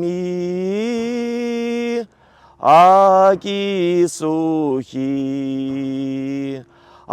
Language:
Chuvash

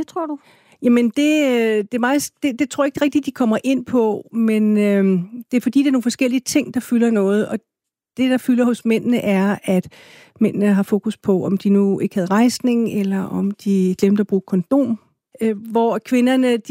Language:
Danish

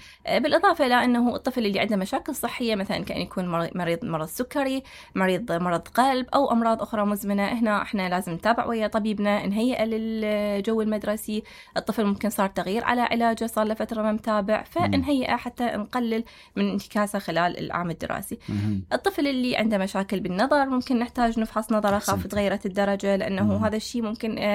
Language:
Mesopotamian Arabic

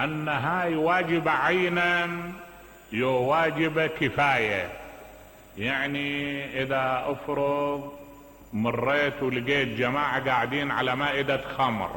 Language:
Mesopotamian Arabic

